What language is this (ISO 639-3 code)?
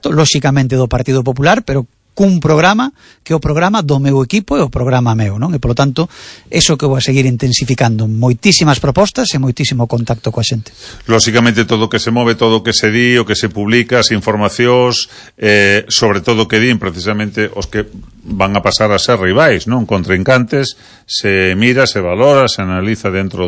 glg